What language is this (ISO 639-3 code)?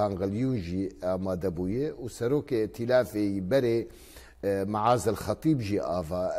kur